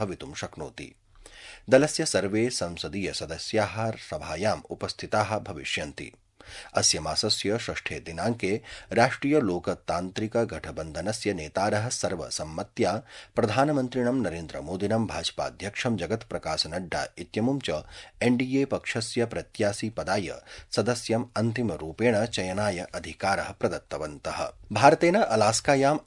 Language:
Sanskrit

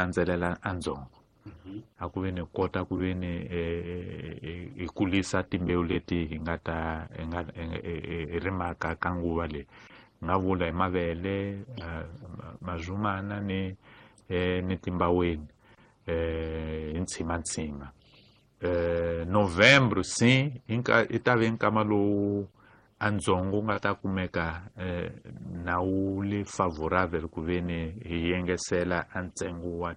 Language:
Tsonga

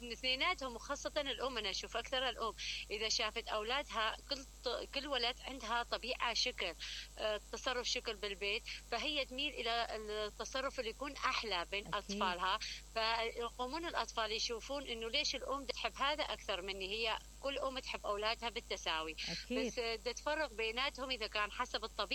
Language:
Mesopotamian Arabic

